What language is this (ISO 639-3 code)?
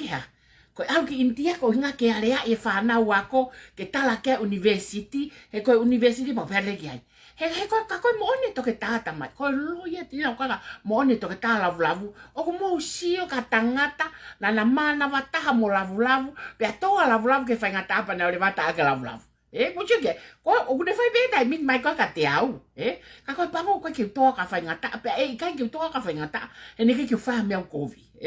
ton